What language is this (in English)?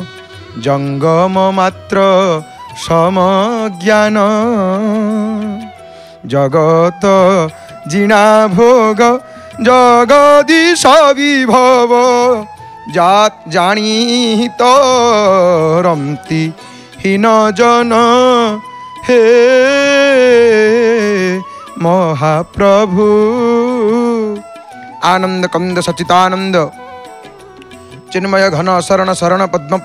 Odia